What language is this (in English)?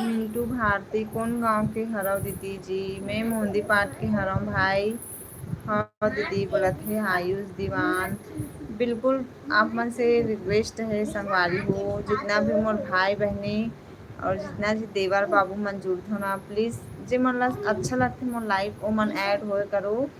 Chhattisgarhi